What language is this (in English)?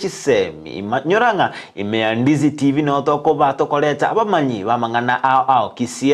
Gusii